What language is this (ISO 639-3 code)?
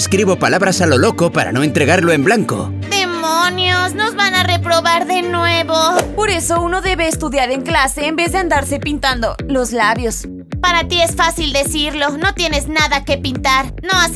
spa